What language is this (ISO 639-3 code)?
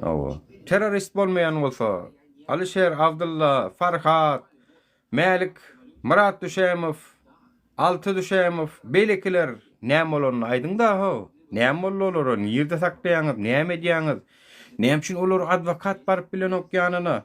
tuk